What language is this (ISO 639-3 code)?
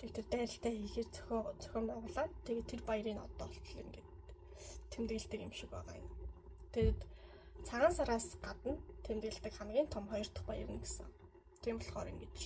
mon